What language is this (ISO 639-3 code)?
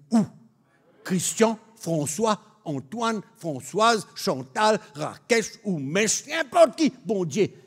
mfe